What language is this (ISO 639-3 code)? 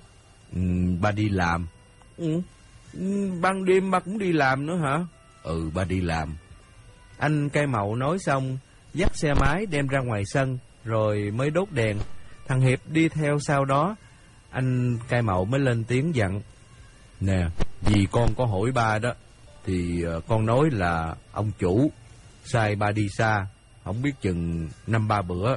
vie